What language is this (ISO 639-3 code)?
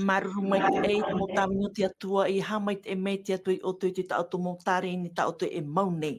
tah